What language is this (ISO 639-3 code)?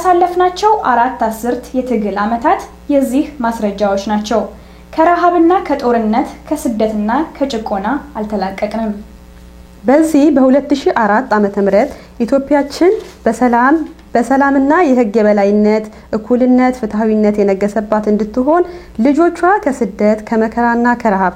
amh